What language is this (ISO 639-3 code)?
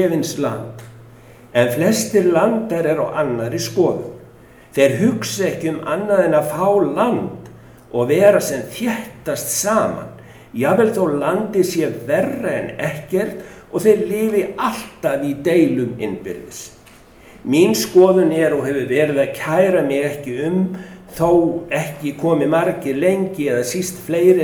isl